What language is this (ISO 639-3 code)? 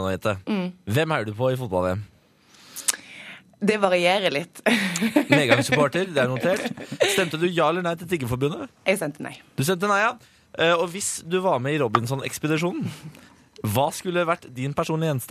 nor